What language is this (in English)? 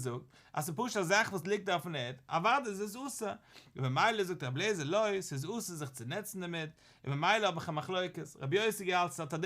Yiddish